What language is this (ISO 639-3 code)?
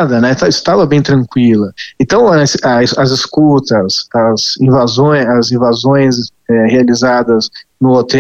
por